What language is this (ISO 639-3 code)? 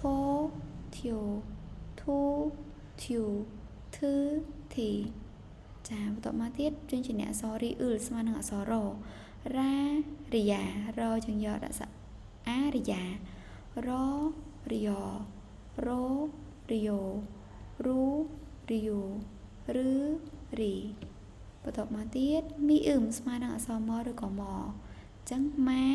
khm